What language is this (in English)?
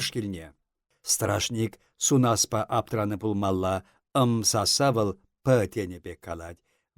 Chuvash